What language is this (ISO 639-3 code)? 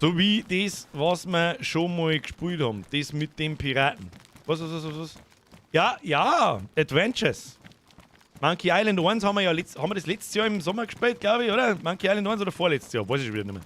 bar